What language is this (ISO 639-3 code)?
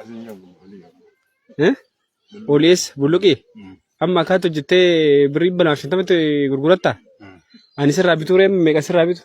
orm